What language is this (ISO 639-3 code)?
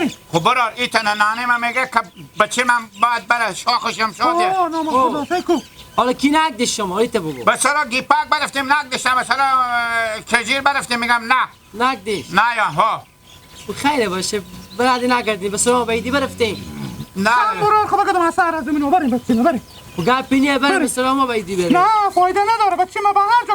haz